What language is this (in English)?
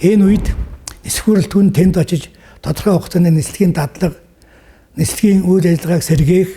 Mongolian